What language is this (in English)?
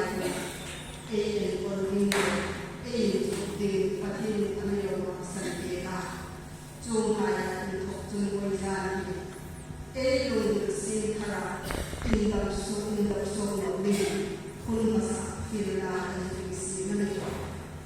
Hmar